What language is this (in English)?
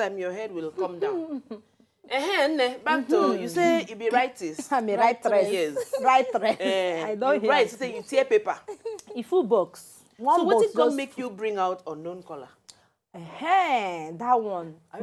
Nigerian Pidgin